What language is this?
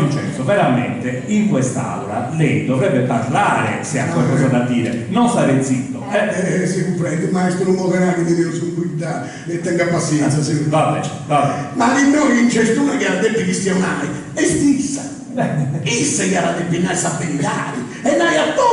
Sardinian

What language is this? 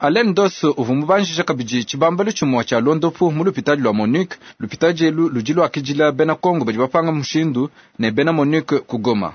Luba-Lulua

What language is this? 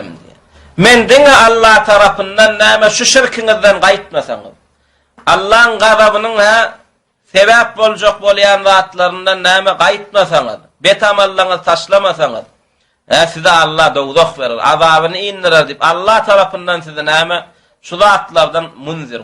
Turkmen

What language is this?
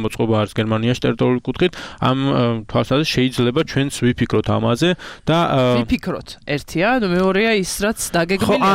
Georgian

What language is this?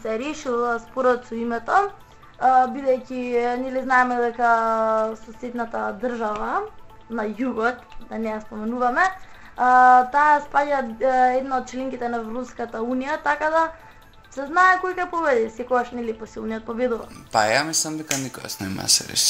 Macedonian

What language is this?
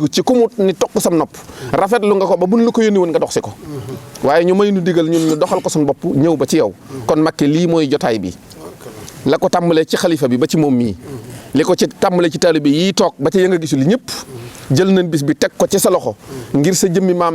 Wolof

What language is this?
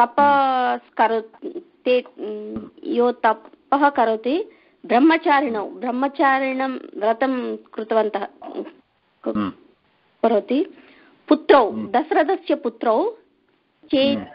Sanskrit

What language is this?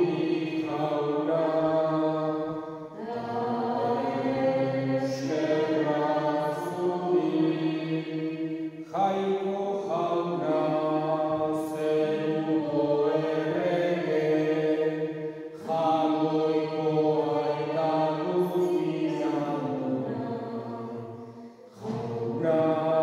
Basque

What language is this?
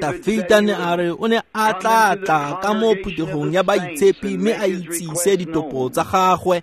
Tswana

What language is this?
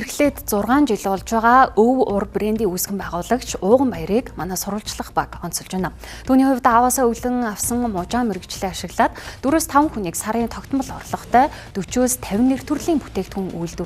Mongolian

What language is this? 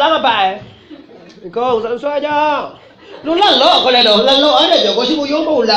Minangkabau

